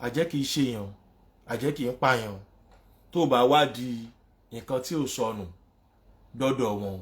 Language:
Yoruba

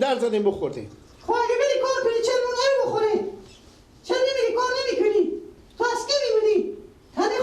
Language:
Persian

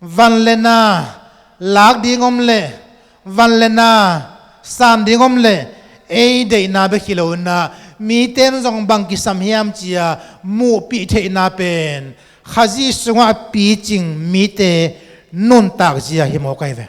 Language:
Tedim Chin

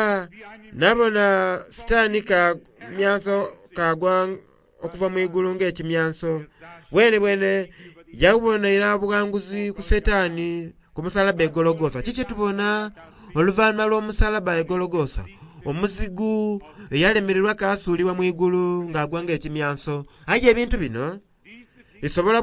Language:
Soga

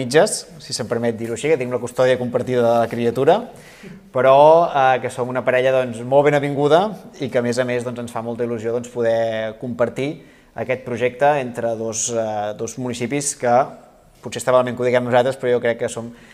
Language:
Catalan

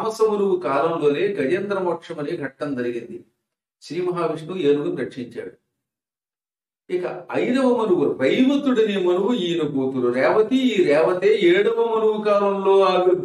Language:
Telugu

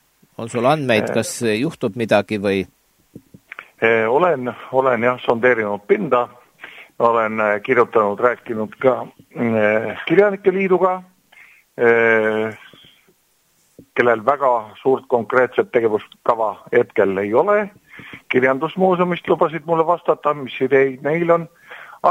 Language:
Estonian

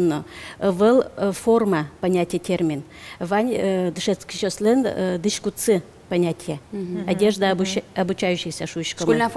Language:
Udmurt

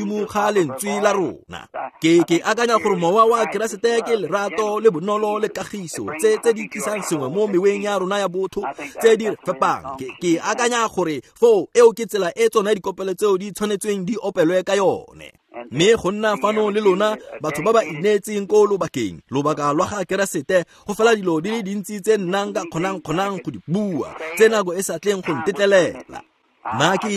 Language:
Tswana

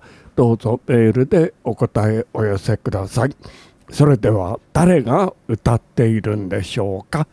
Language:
Japanese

